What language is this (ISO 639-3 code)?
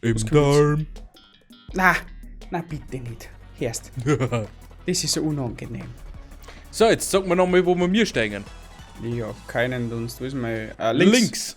bar